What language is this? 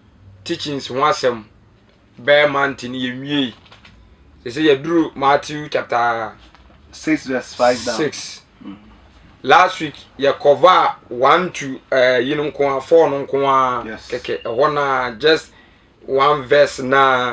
Akan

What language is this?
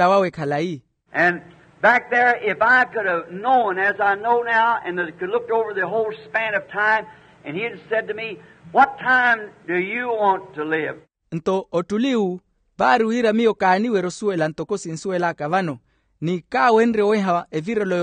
Makhuwa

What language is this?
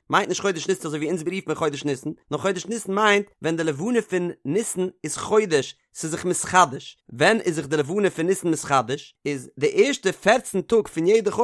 Yiddish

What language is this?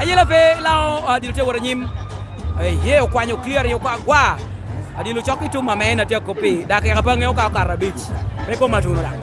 Lango (Uganda)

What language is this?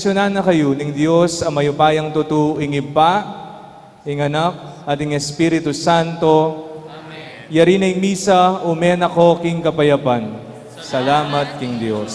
Pampanga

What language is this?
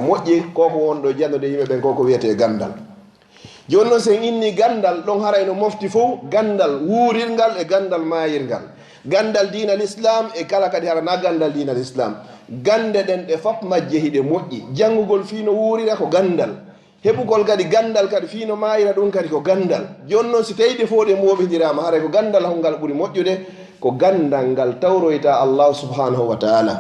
Fula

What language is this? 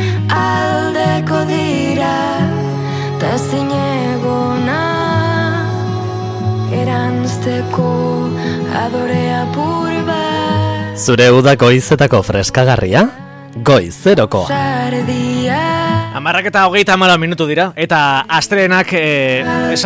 Basque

